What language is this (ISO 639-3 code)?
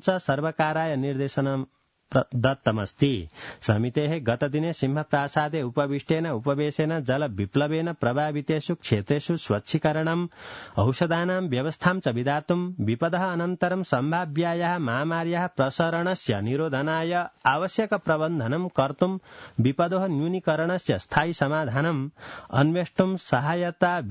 san